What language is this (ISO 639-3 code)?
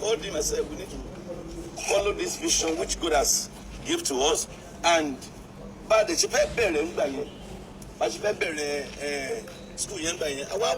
yor